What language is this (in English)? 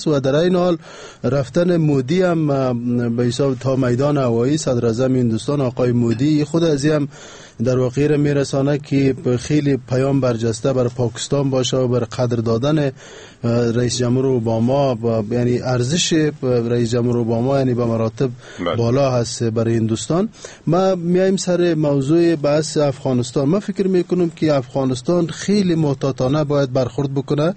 Persian